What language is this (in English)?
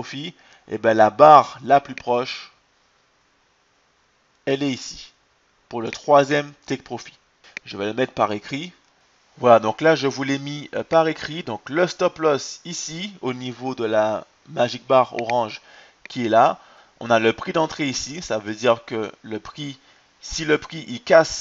French